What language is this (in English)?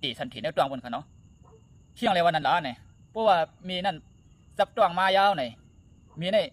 Shan